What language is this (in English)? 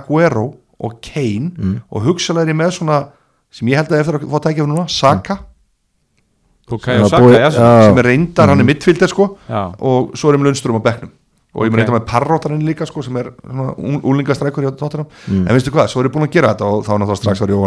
Icelandic